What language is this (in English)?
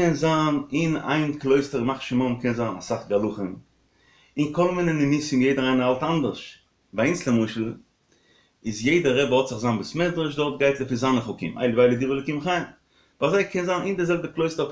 Yiddish